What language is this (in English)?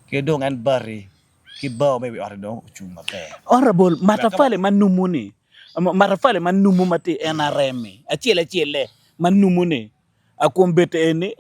Acoli